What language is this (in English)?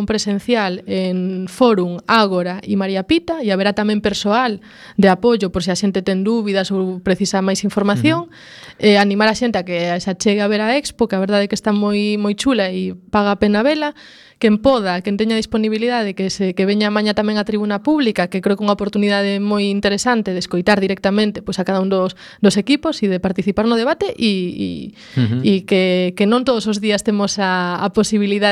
Galician